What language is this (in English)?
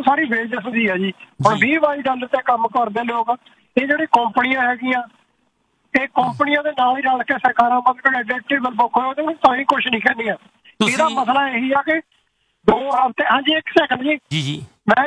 Punjabi